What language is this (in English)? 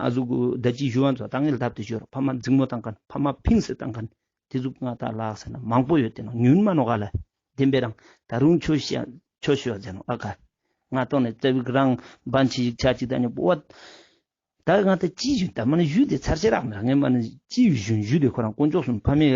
Ladakhi